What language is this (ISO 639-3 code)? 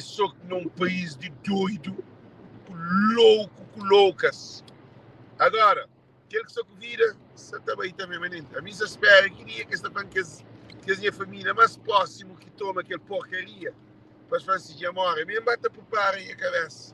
kea